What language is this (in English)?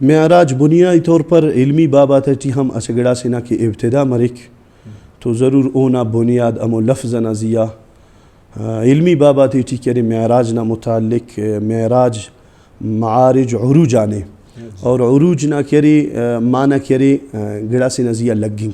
Brahui